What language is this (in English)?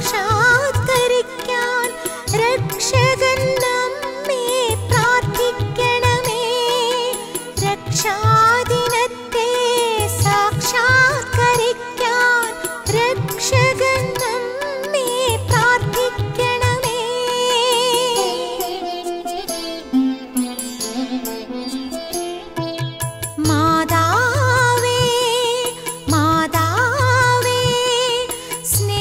Malayalam